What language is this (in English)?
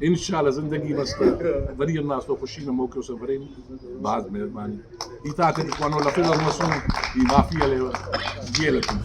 Brahui